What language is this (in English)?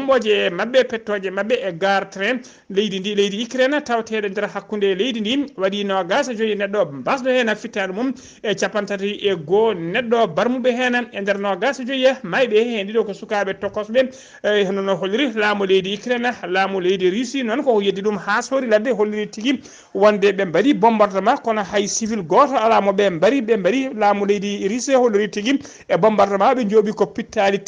Fula